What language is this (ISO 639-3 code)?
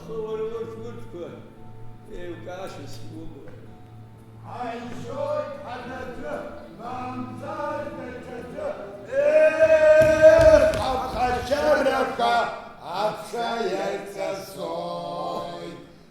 abk